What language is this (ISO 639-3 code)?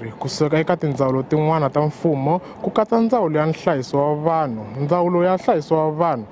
tso